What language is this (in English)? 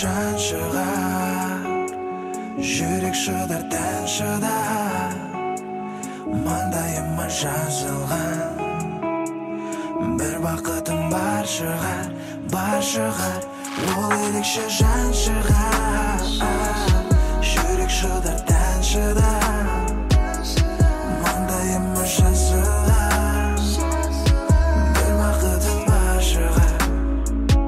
Kazakh